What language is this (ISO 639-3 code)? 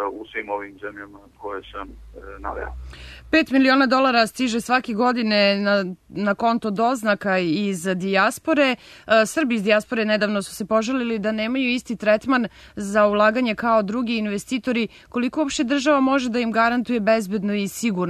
srp